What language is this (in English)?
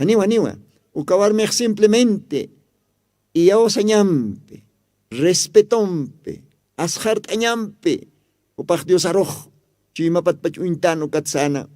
Aymara